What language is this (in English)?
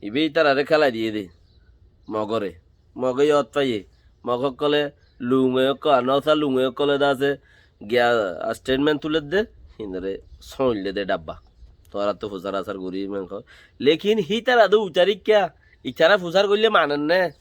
Rohingya